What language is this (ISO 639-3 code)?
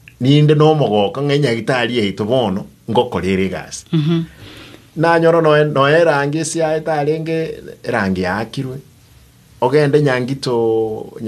guz